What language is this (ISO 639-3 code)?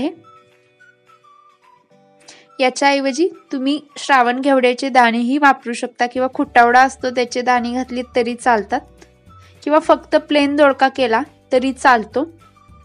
mar